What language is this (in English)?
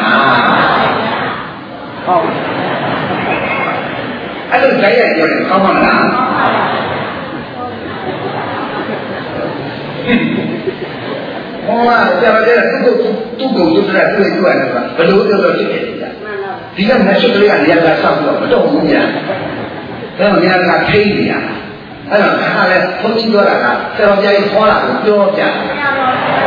Burmese